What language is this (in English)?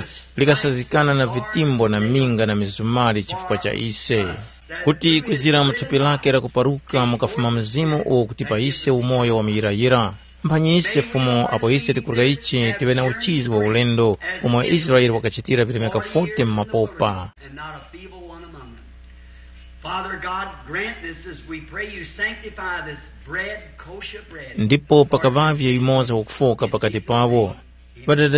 Tumbuka